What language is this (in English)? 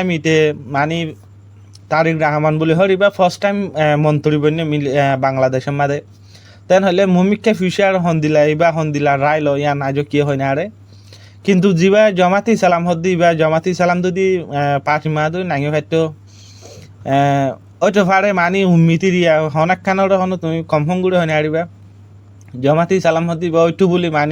Rohingya